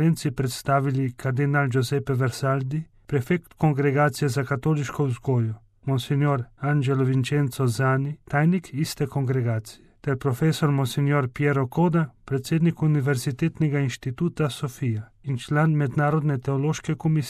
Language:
Slovenian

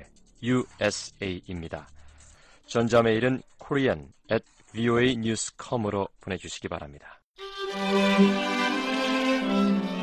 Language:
Korean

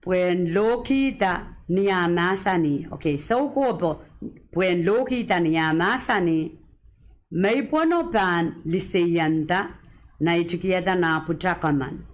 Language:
Pohnpeian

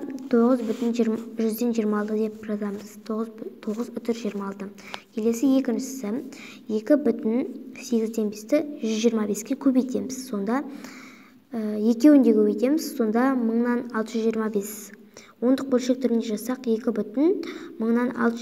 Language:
Kazakh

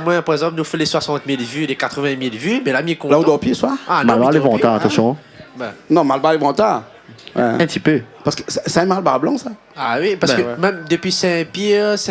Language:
Réunion Creole French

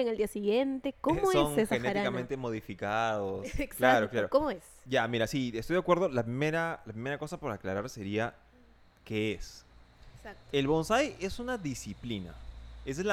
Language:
Spanish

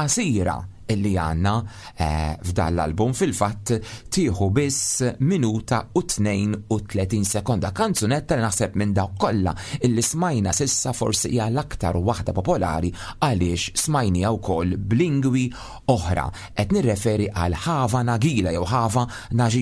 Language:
Maltese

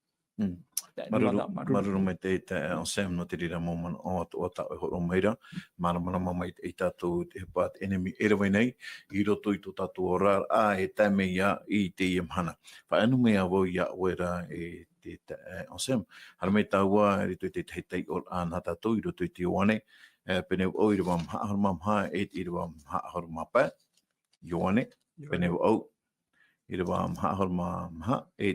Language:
Tahitian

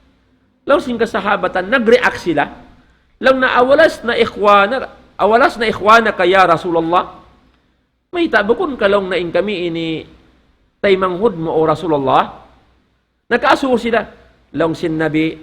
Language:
Tausug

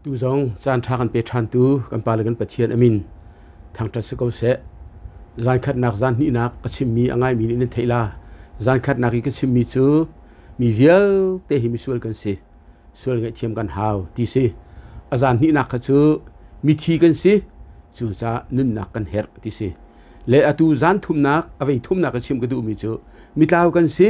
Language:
Hakha Chin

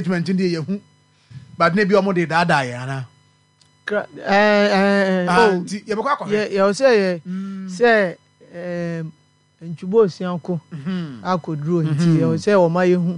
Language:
Akan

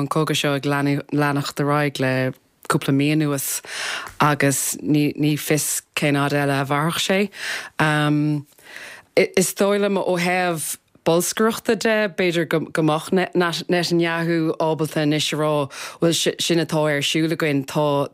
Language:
Irish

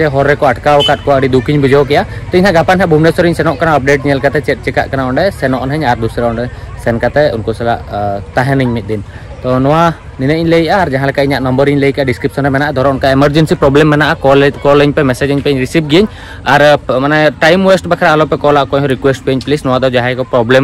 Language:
Santali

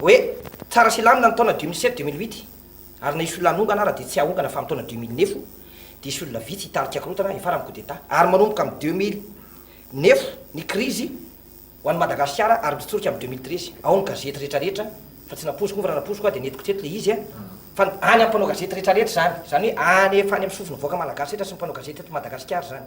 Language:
Malagasy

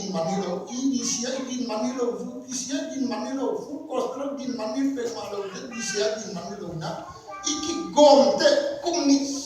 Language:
Tedim Chin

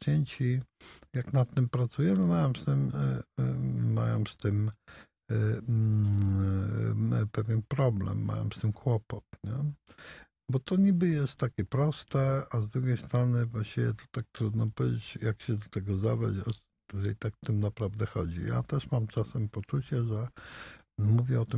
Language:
Polish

